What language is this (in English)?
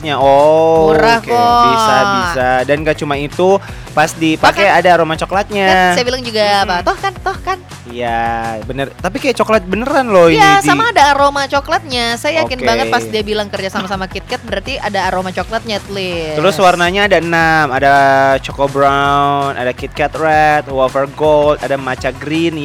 Indonesian